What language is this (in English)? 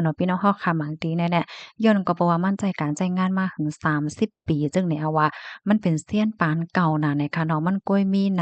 Shan